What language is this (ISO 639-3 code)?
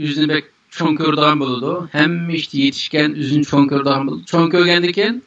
uig